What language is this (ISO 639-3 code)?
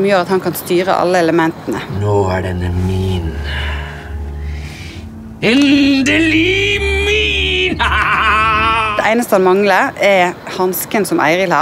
nor